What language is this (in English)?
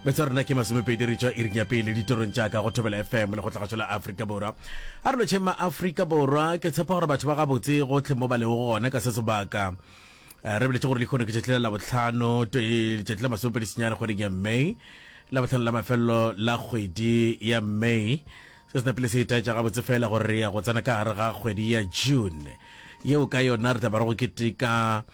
Northern Sotho